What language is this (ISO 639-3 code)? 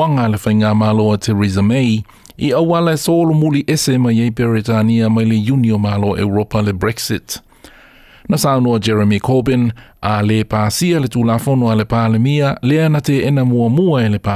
smo